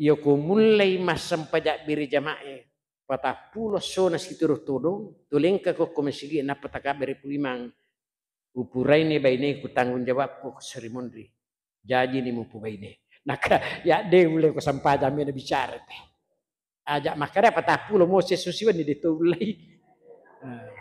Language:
Buginese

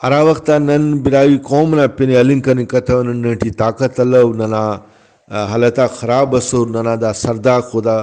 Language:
Brahui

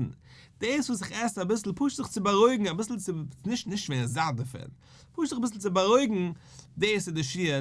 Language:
Yiddish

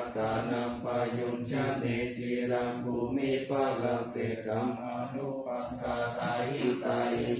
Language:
Pali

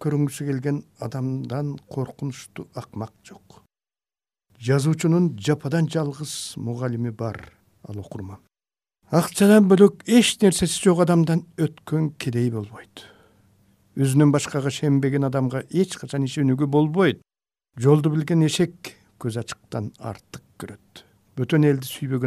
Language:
Kyrgyz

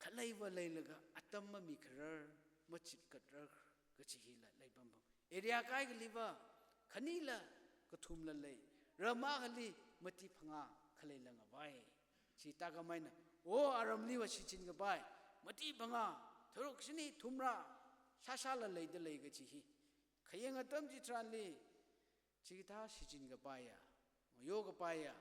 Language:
Tangkhul Naga (India)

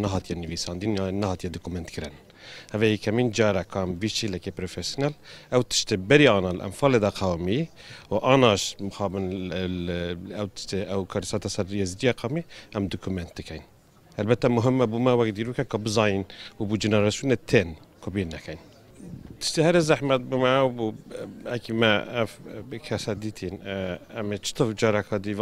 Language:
Central Kurdish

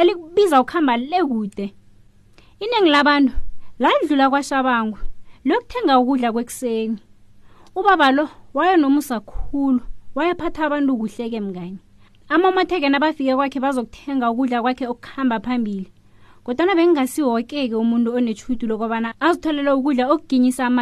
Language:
South Ndebele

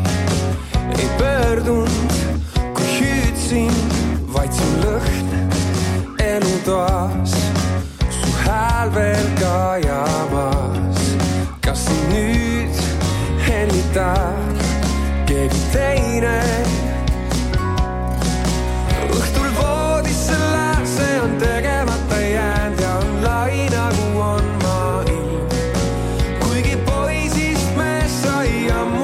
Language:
Estonian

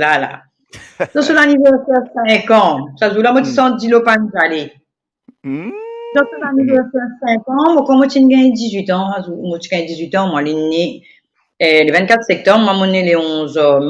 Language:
Morisyen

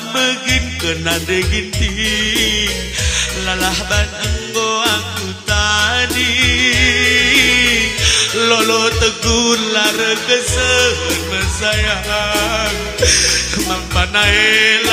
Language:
Batak Karo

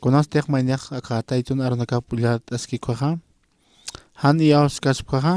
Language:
Aymara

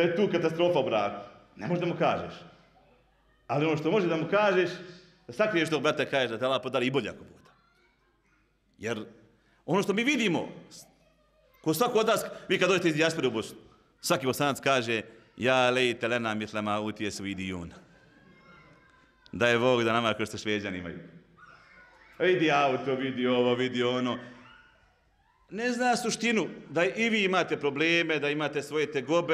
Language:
Bosnian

